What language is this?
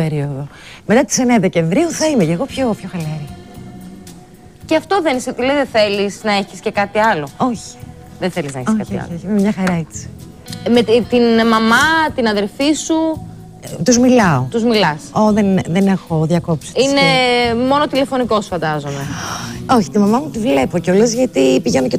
Greek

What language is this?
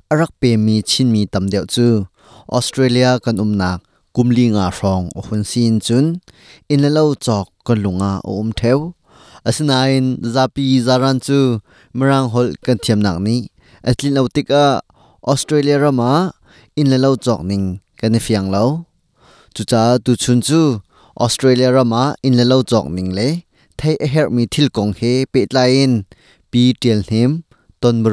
Hakha Chin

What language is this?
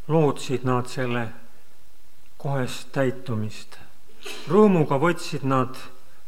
Estonian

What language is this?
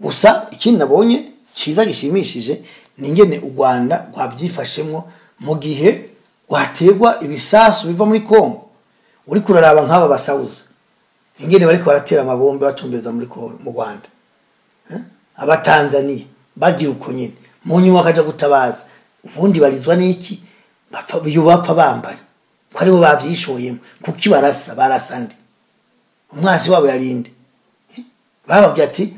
Rundi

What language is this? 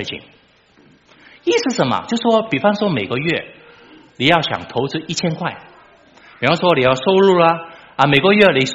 Chinese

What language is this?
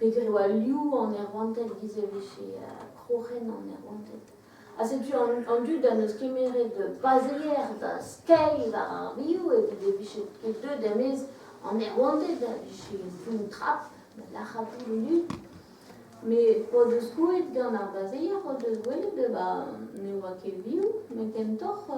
Breton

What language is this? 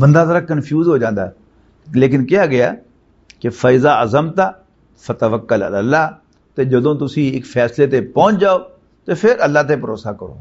Western Panjabi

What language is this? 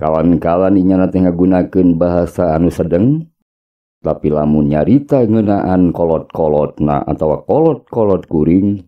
Sundanese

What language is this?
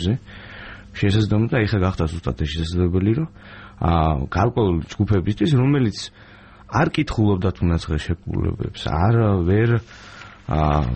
Georgian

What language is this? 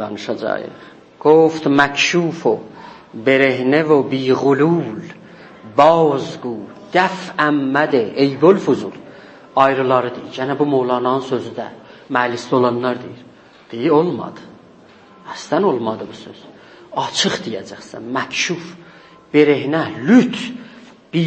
South Azerbaijani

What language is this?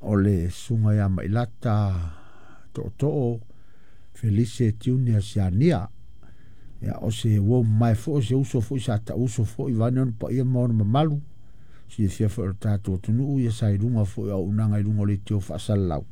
Samoan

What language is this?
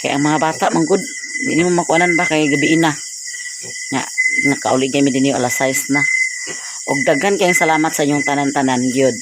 Cebuano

